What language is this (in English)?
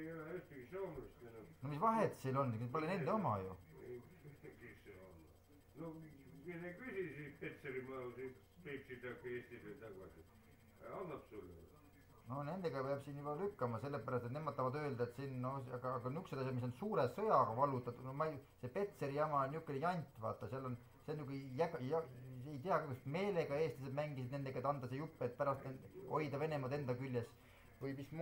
Estonian